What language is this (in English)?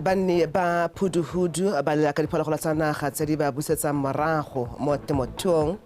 Tswana